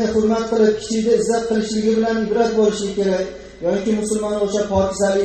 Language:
Uzbek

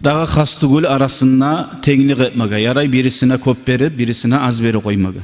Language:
Kumyk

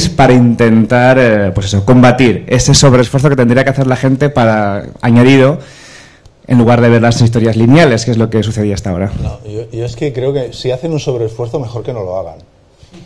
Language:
Spanish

